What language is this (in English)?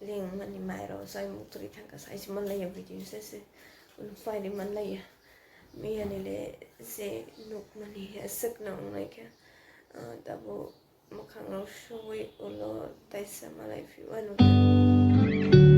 Kok Borok